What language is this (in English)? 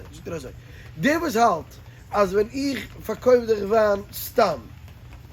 Yiddish